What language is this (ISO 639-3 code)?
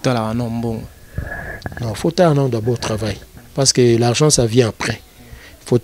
lin